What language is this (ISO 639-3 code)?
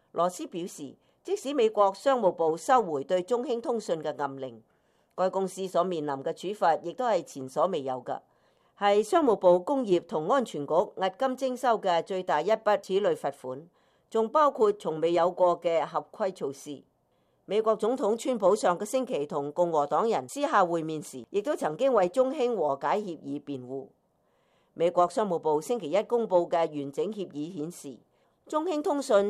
yue